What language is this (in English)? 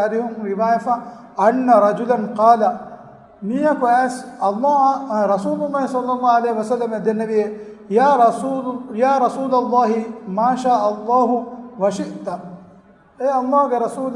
Divehi